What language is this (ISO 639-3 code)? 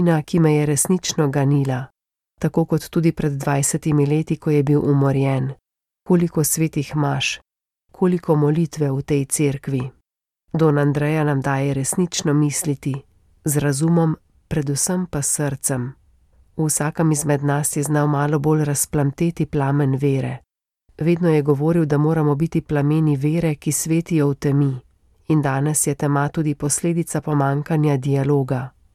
slv